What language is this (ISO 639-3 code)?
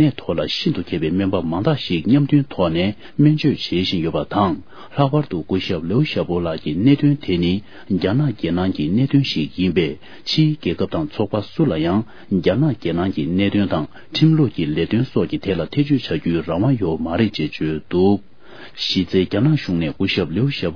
bod